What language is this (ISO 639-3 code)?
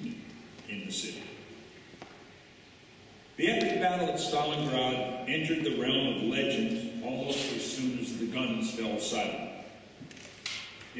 eng